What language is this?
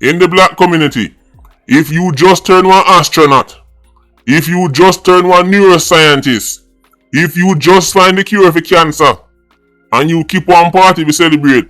Jamaican Creole English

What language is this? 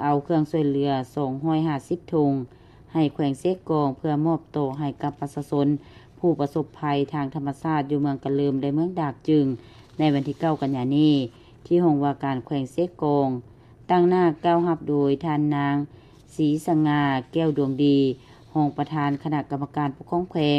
Lao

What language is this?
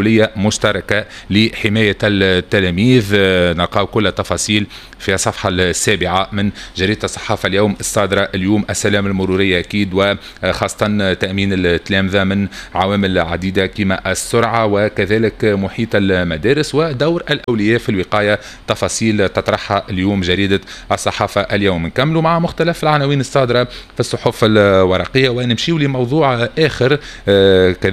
Tunisian Arabic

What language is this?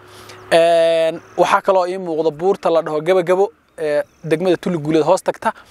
Somali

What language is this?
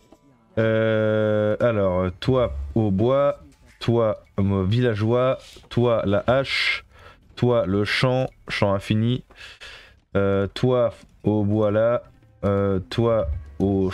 French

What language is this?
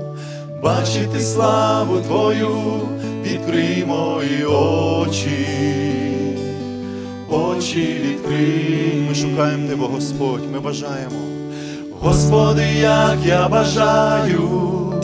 Ukrainian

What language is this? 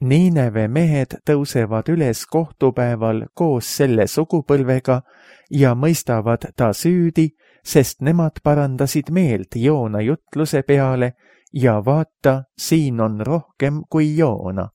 Estonian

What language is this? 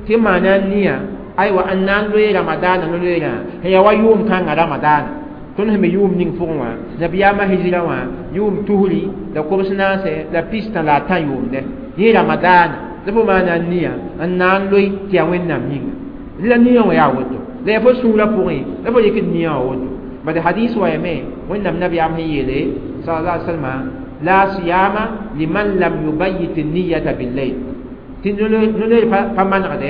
Mossi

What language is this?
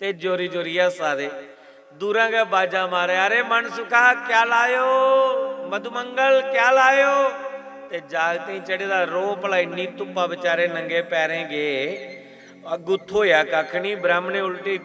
Dogri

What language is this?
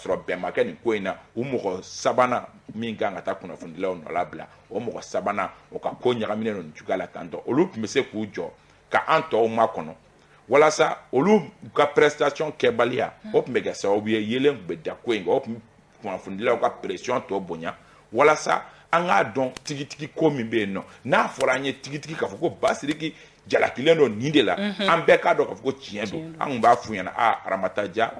Bambara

